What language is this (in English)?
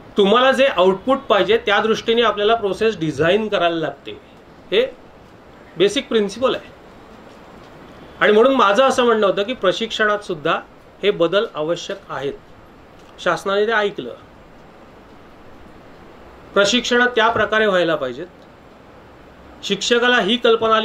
Marathi